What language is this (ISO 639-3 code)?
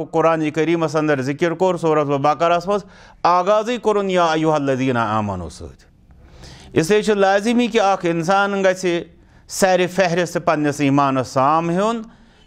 kas